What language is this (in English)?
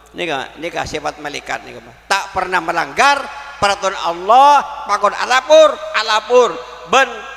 Madurese